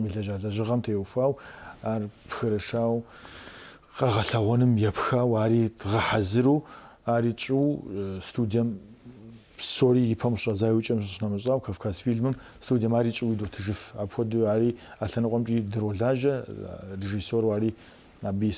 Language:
Kabardian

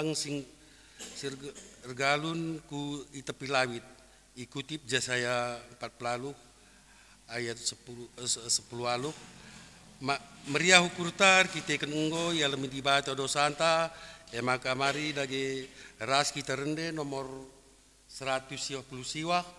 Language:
Batak Karo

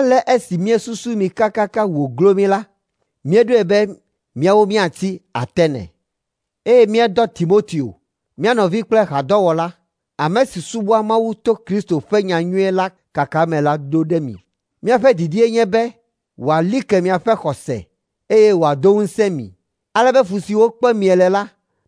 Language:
Ewe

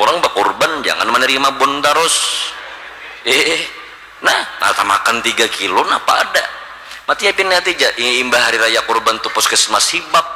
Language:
Banjar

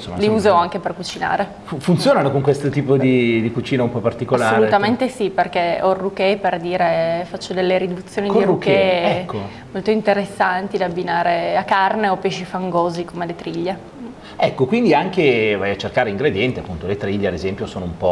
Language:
Italian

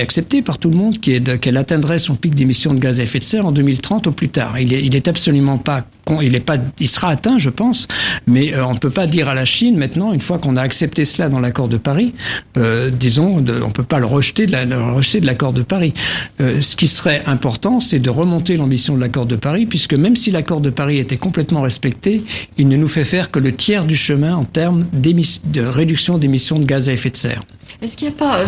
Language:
French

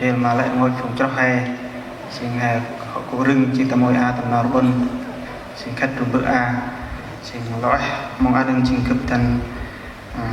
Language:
Central Mnong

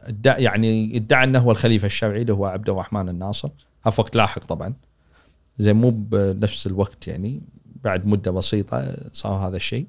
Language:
Gulf Arabic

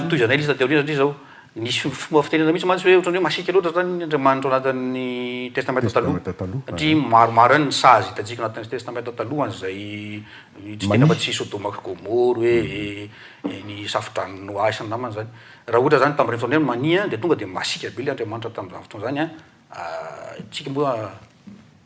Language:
Malagasy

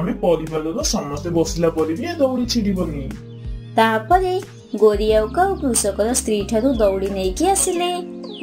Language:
Odia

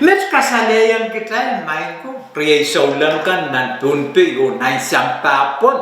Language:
Pohnpeian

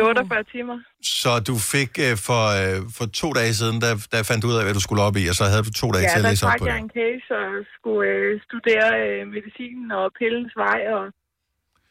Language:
Danish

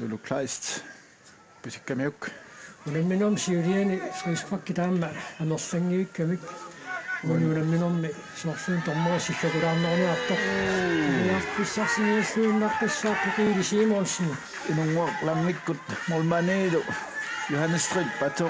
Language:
Kalaallisut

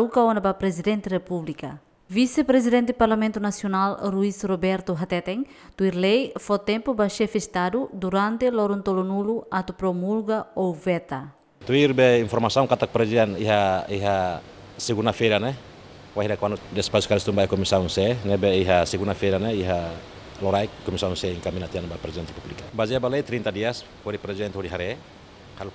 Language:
Tetum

